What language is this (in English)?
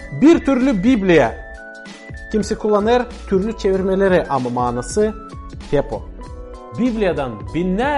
Gagauz